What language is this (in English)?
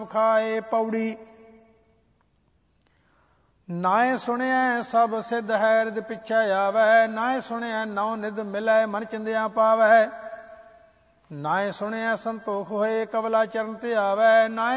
Punjabi